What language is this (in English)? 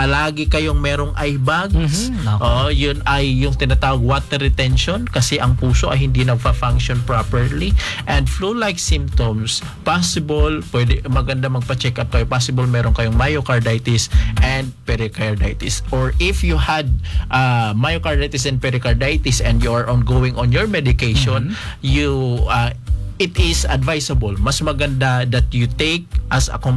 Filipino